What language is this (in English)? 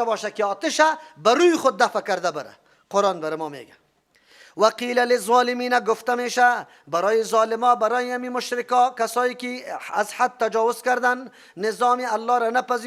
Persian